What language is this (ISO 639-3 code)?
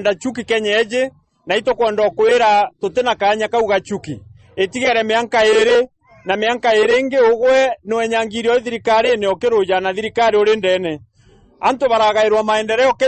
mer